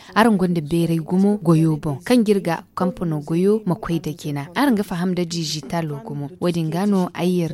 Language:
Zarma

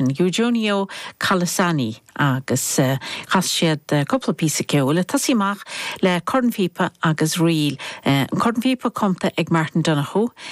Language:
Irish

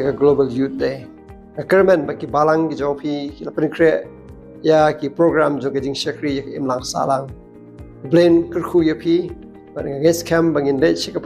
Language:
Khasi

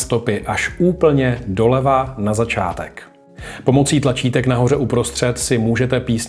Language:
Czech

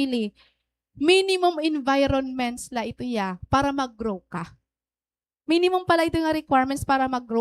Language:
Waray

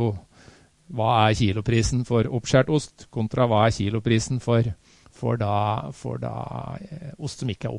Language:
Norwegian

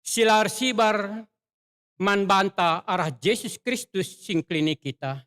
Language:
Batak Karo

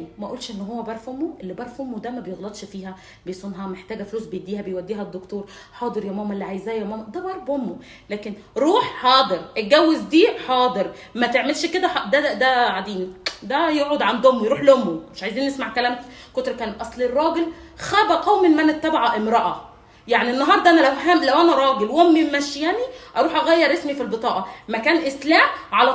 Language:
Egyptian Arabic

